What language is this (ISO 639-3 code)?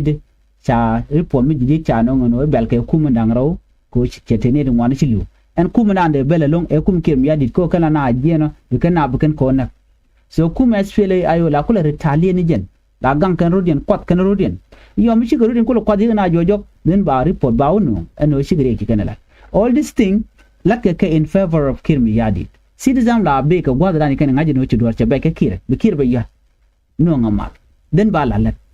nus